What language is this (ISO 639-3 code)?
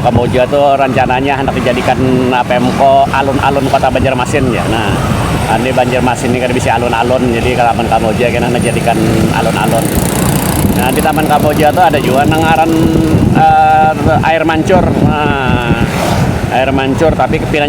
bjn